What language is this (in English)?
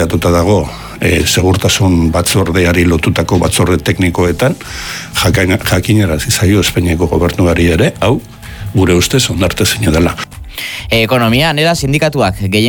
Basque